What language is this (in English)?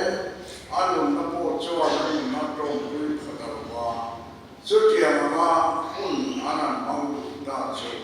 Mizo